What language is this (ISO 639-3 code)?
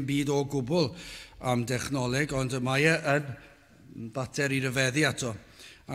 cym